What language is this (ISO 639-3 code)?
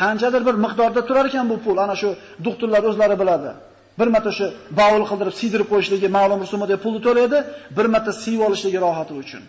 uzb